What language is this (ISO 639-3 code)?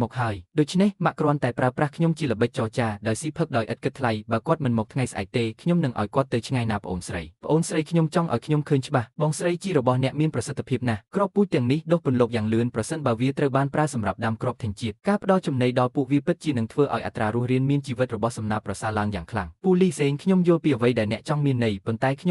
khm